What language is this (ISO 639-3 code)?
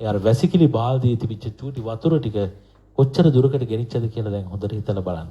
sin